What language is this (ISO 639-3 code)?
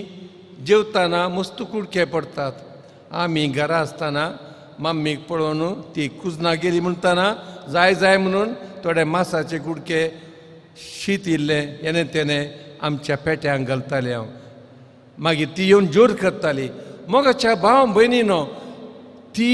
kok